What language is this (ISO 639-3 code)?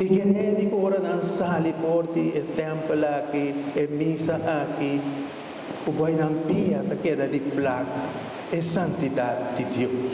pap